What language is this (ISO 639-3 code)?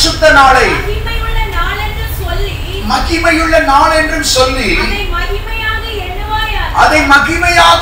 tam